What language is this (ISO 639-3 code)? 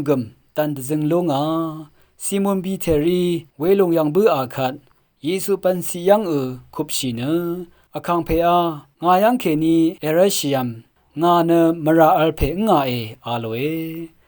raw